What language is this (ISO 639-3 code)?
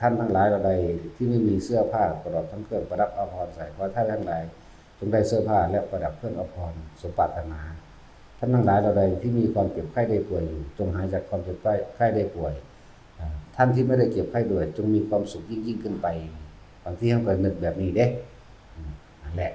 tts